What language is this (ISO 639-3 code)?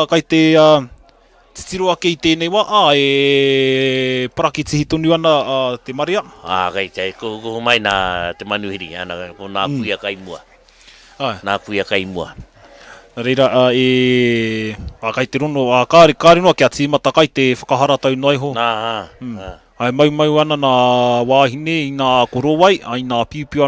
mri